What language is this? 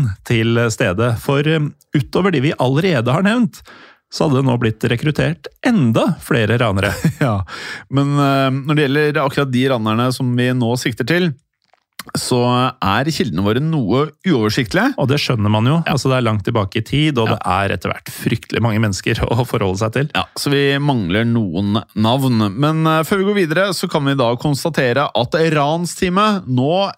Norwegian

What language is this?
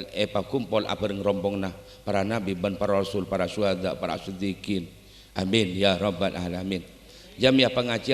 Madurese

